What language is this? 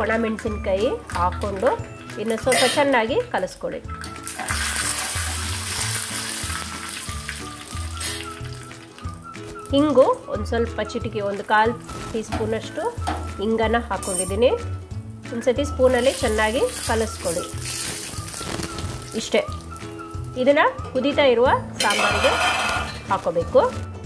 Kannada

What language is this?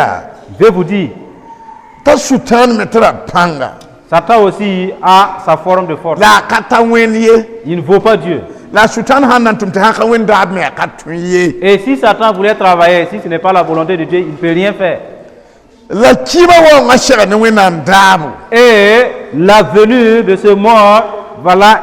Mossi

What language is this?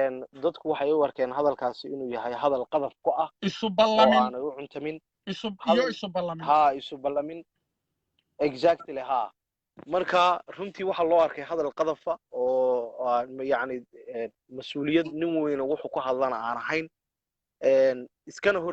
Somali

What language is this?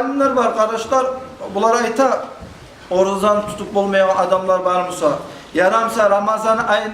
Kumyk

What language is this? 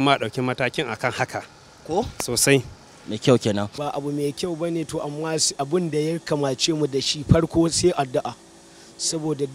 Hausa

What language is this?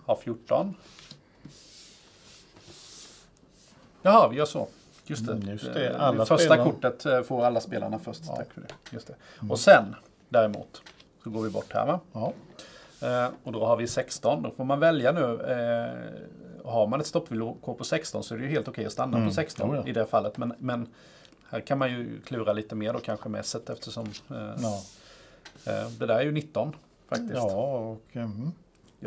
Swedish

